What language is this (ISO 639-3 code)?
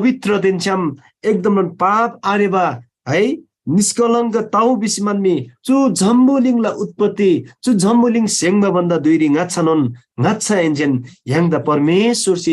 taj